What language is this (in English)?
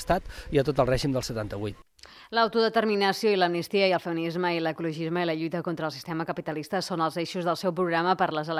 Catalan